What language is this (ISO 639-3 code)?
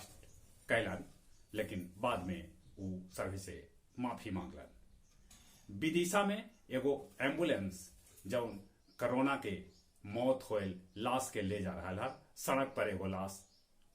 mag